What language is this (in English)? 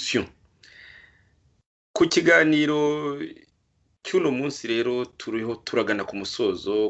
Kinyarwanda